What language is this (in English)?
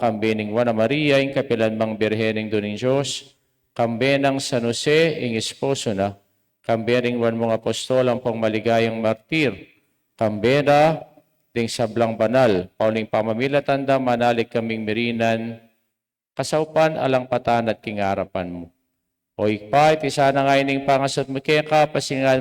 Pampanga